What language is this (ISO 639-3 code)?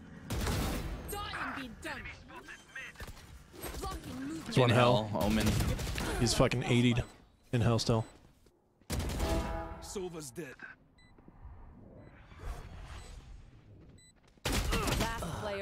eng